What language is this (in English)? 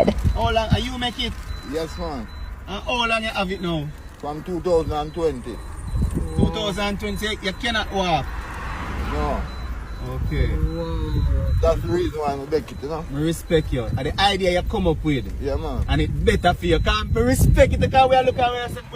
Jamaican Creole English